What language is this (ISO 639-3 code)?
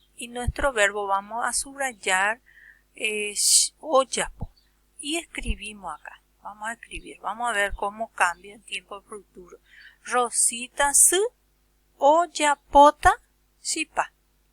grn